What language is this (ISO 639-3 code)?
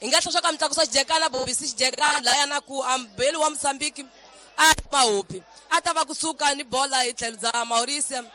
tso